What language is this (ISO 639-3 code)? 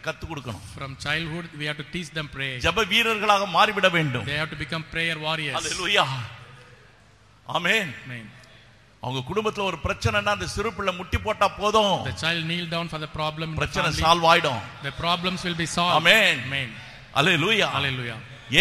tam